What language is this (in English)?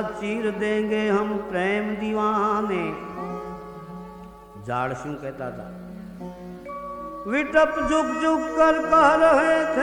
Hindi